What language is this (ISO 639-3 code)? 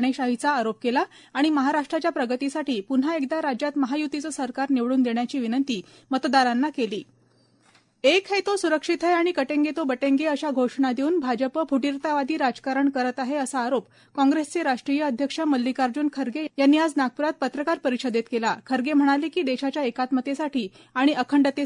mar